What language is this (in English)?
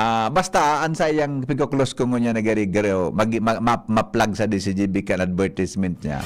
Bikol